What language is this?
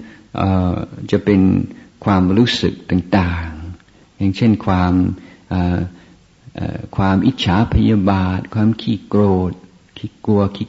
Thai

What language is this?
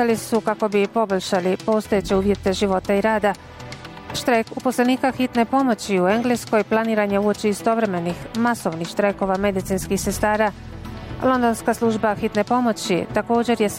Bosnian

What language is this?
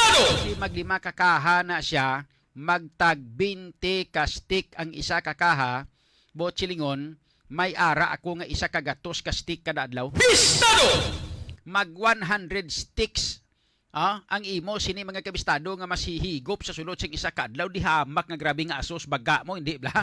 Hiligaynon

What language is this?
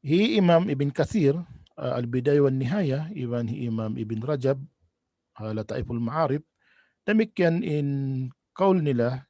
Tausug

